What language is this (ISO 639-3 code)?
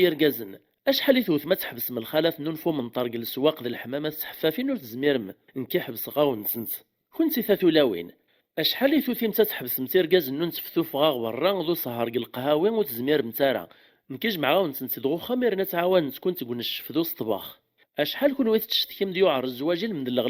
kab